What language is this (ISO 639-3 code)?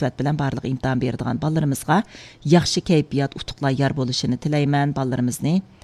uig